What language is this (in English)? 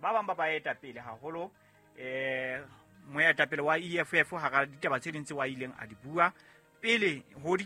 Southern Sotho